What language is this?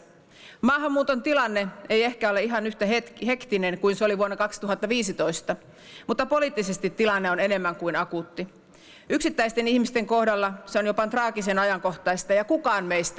Finnish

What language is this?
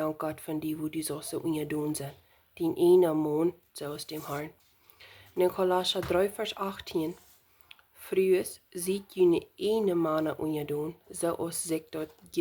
Plautdietsch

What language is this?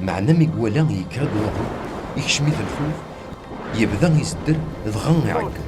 Kabyle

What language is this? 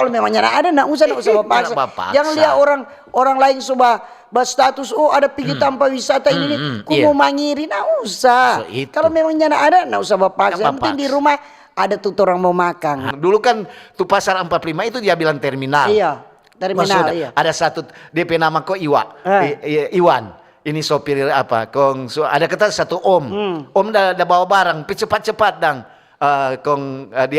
Manado Malay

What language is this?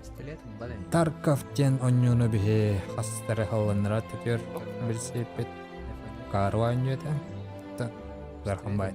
Yakut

